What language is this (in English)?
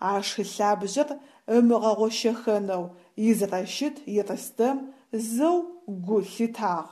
Adyghe